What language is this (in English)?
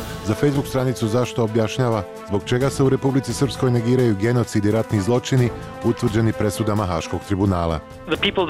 Bosnian